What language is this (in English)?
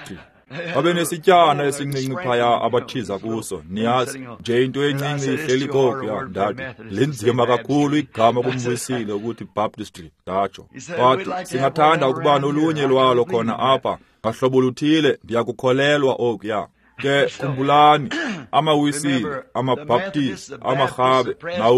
Xhosa